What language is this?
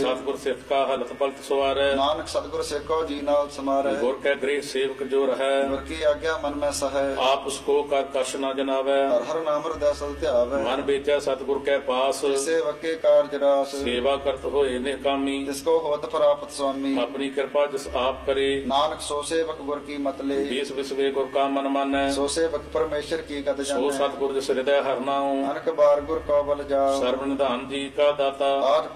Punjabi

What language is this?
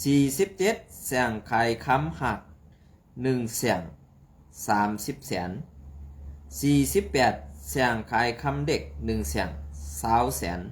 Shan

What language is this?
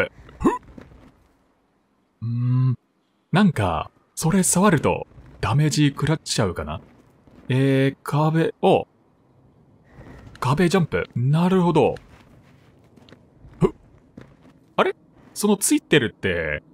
Japanese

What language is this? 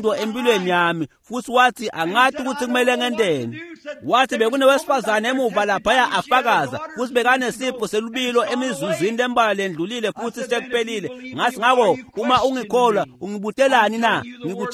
Swati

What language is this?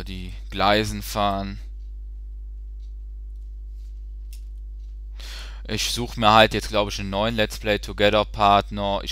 German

